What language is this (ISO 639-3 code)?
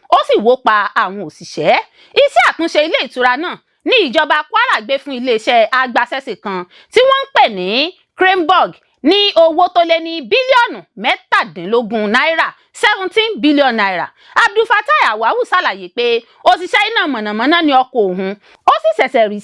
yor